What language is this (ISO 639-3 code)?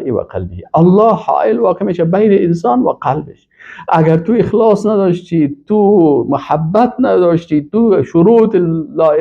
fas